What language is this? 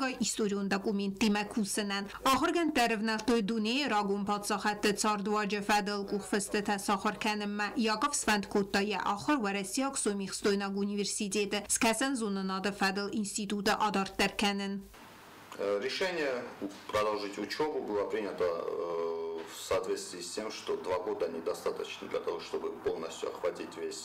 Ossetic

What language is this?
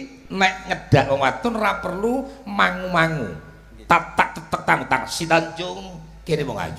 Javanese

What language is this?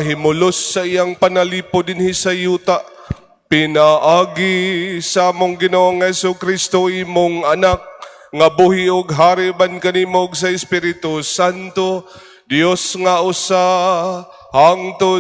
Cebuano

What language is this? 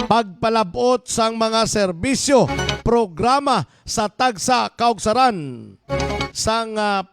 Hiligaynon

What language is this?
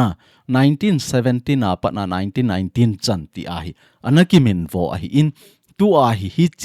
Thado Chin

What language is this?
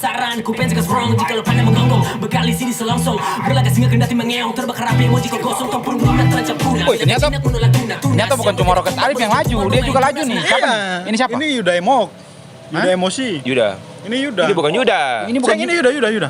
Ambonese Malay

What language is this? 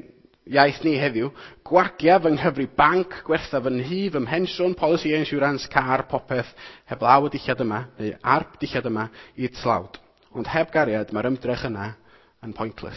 Welsh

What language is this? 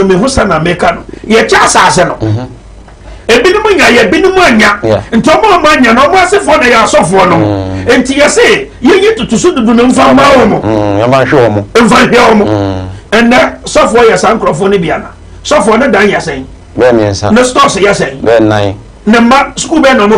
Akan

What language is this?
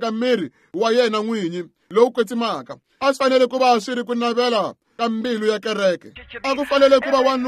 Tsonga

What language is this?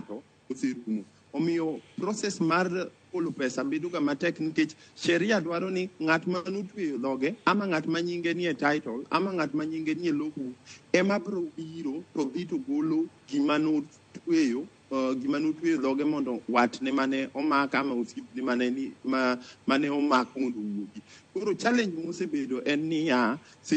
Luo (Kenya and Tanzania)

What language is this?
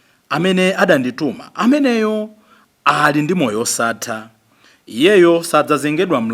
Nyanja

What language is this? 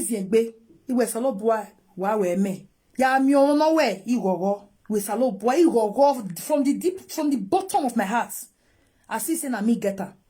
Nigerian Pidgin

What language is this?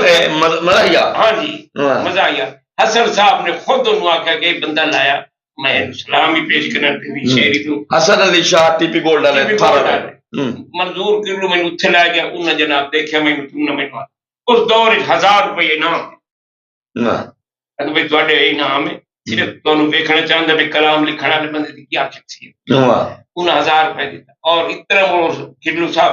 Saraiki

